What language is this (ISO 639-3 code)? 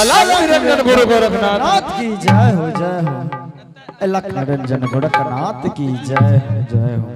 anp